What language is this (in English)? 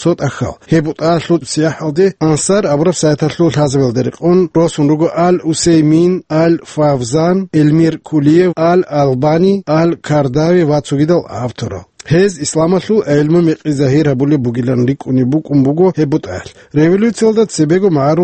Avaric